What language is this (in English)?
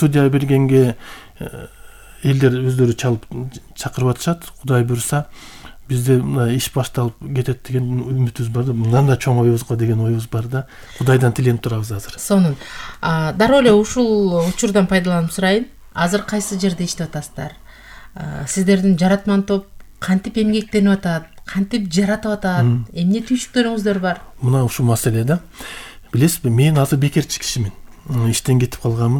Kyrgyz